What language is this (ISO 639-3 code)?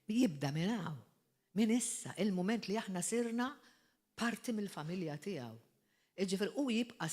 mlt